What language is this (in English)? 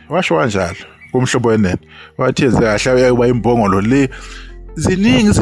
Zulu